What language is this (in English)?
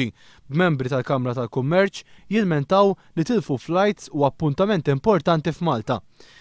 Maltese